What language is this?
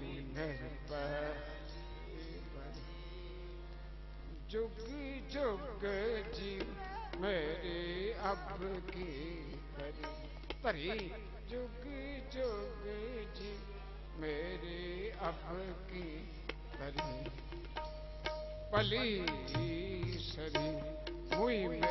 Punjabi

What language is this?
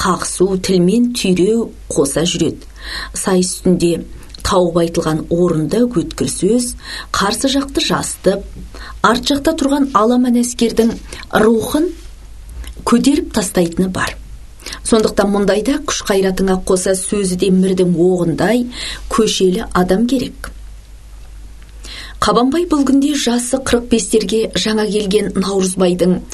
Kazakh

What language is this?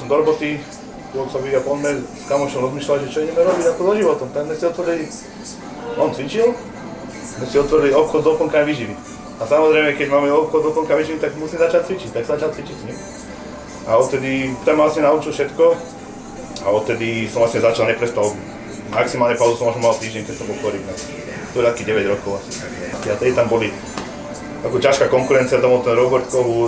Slovak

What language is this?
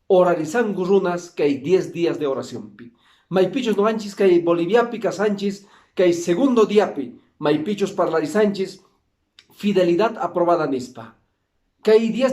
Quechua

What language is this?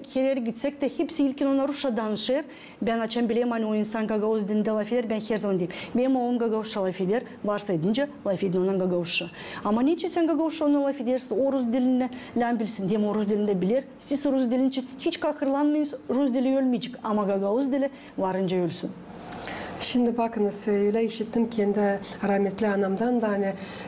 Gagauz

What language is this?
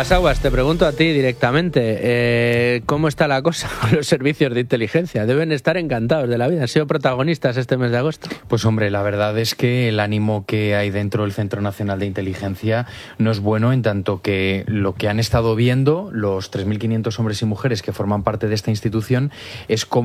Spanish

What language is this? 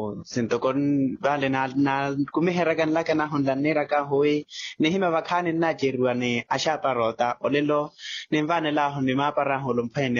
Makhuwa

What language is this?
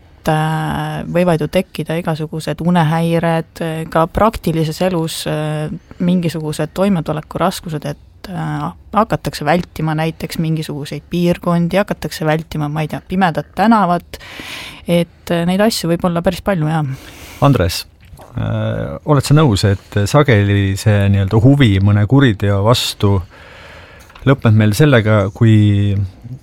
Estonian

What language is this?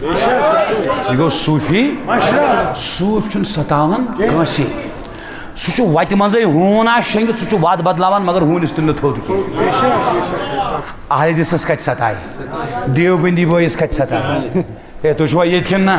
Kashmiri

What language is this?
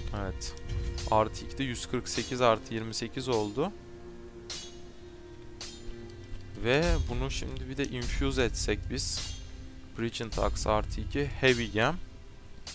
Turkish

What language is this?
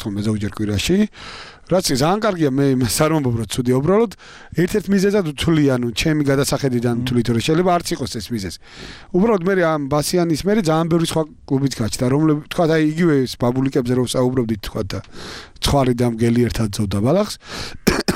Georgian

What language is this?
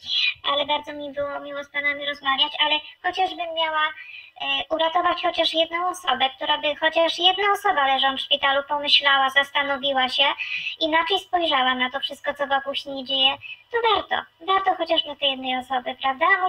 Polish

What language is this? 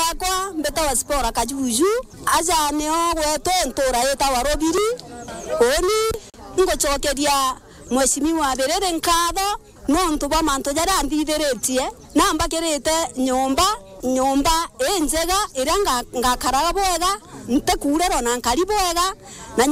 Meru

